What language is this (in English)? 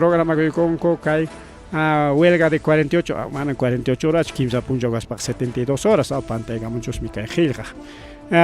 Ayacucho Quechua